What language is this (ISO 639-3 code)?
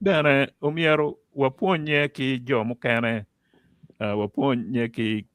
ach